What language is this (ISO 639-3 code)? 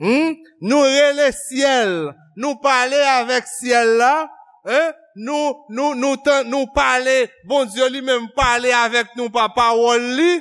hat